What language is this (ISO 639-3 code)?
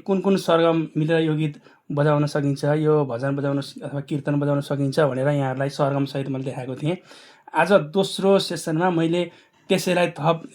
nep